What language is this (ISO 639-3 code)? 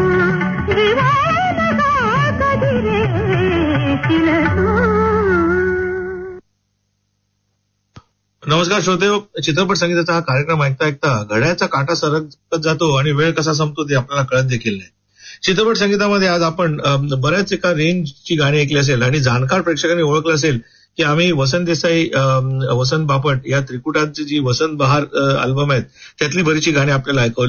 mar